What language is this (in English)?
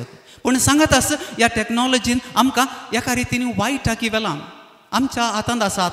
Konkani